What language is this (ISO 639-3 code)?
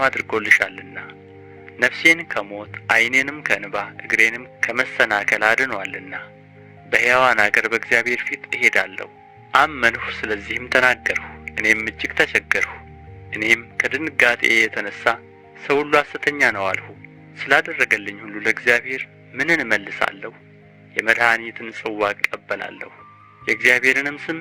amh